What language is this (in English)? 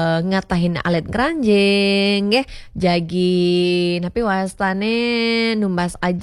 Balinese